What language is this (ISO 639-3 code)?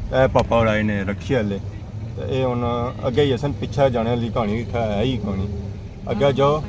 phr